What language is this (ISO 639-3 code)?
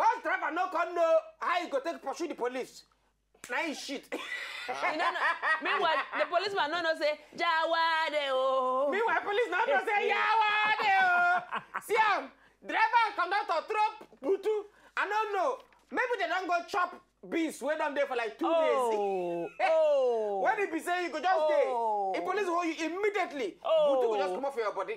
pcm